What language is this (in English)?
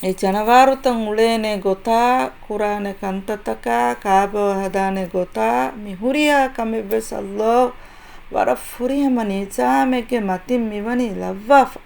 Divehi